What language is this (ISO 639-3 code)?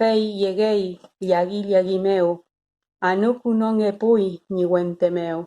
arn